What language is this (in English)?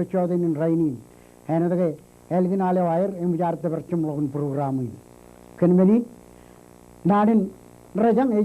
Marshallese